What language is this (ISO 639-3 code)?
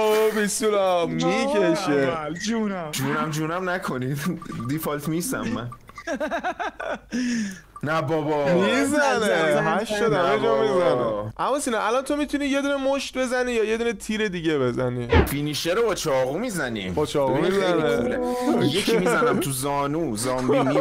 fas